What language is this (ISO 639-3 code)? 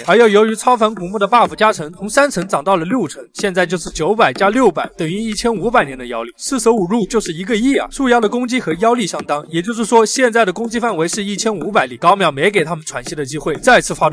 zho